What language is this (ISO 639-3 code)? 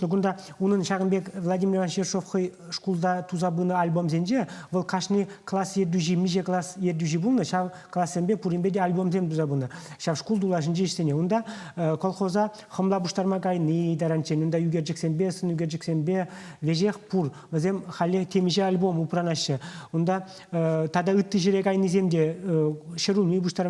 chv